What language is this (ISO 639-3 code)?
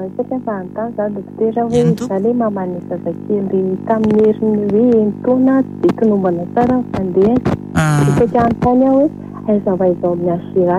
mlg